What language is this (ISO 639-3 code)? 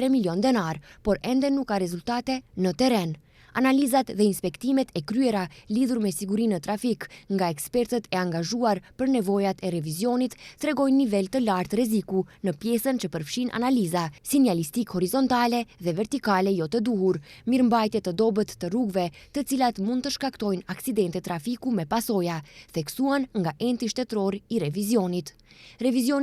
sqi